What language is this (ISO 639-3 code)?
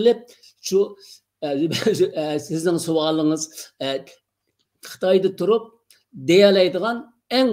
uig